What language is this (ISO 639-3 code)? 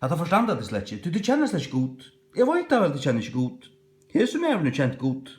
fao